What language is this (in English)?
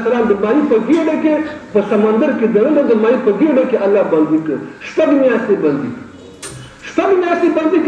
Pashto